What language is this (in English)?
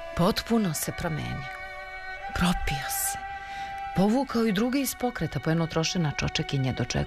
Serbian